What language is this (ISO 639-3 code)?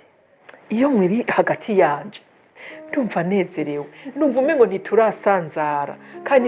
run